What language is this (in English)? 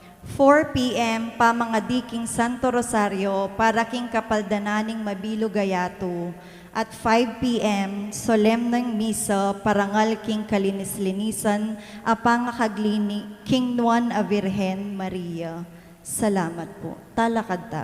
Pampanga